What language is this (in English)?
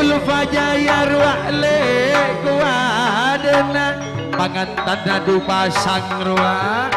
Madurese